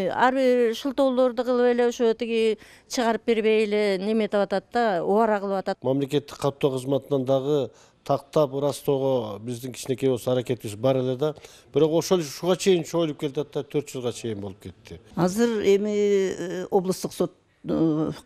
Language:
Kyrgyz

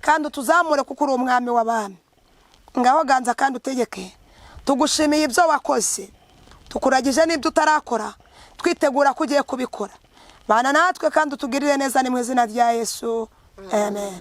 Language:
Kinyarwanda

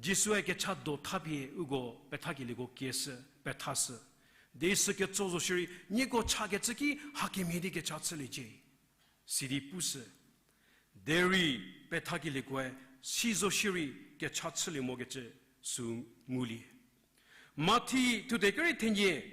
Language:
Angami Naga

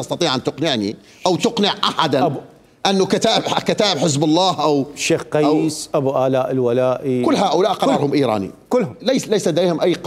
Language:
Mesopotamian Arabic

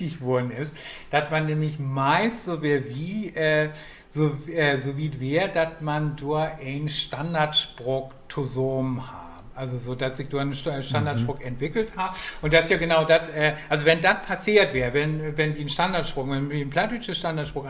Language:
Low German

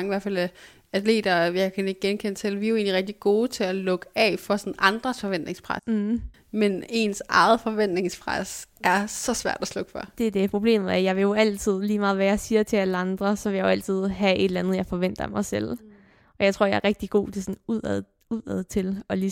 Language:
Danish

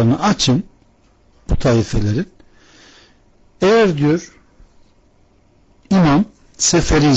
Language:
Turkish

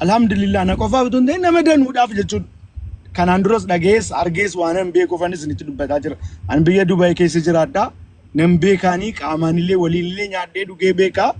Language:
Oromo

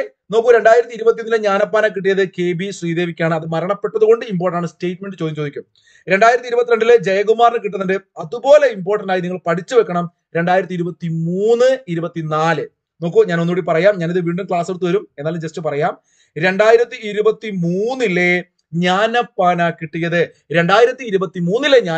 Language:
Malayalam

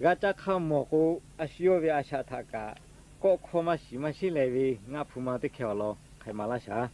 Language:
Lahu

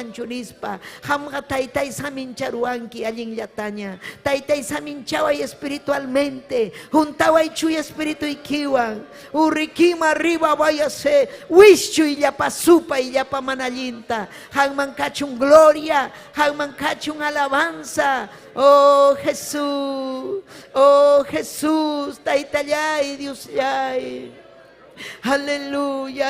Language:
Ayacucho Quechua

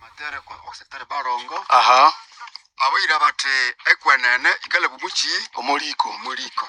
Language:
Nande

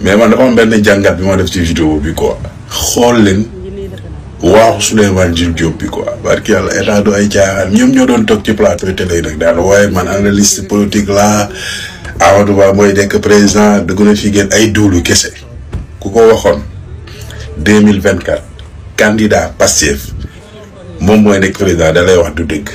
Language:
Wolof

